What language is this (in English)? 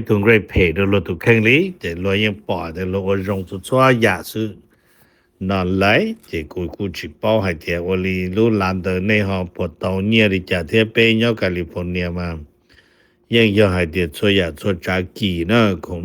Hmong